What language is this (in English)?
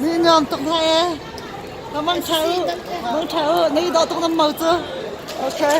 Hakha Chin